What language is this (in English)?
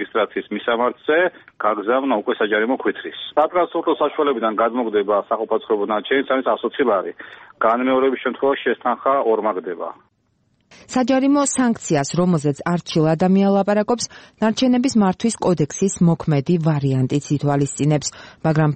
Georgian